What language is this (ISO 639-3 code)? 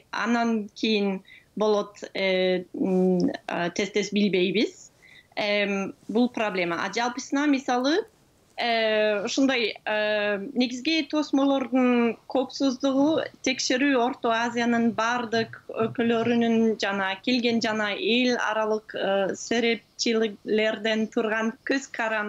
kir